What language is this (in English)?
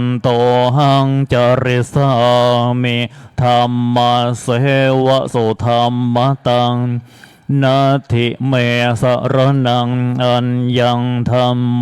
Pali